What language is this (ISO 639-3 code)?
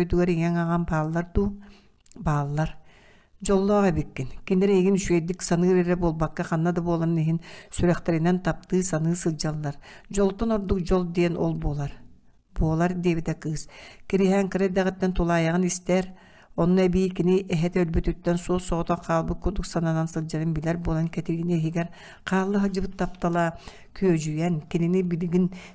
sah